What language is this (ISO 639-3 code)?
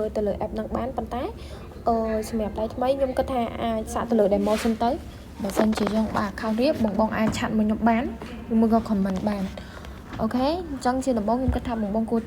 khm